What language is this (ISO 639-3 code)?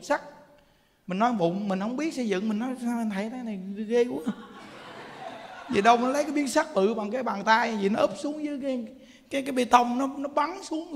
vie